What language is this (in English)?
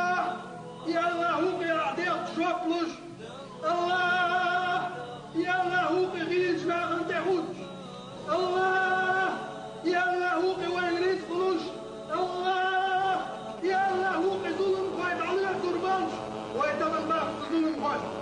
Chechen